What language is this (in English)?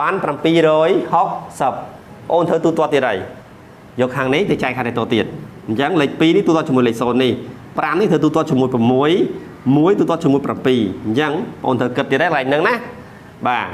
Khmer